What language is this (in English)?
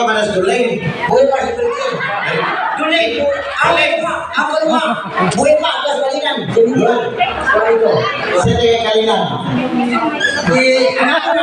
Cebuano